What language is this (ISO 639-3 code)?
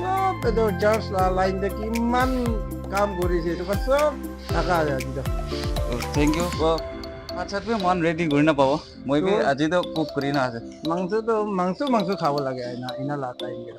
nag